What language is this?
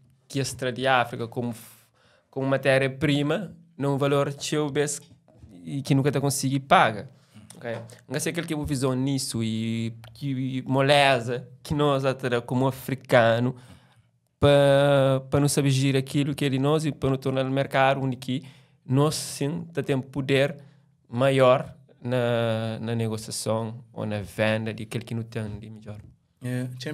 Kabuverdianu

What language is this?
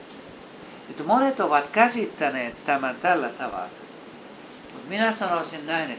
Finnish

